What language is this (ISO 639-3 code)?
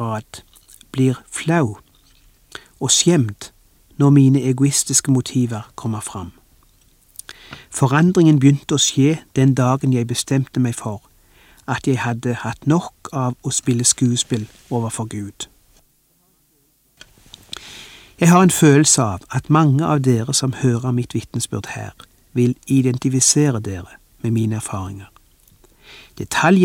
nor